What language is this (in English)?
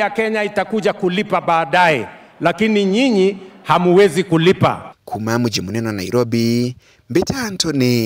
Meru